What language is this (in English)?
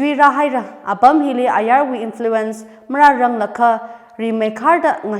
Tangkhul Naga (India)